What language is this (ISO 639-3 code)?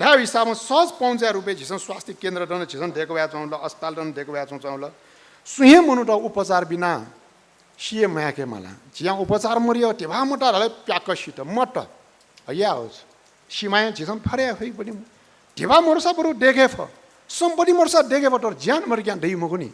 new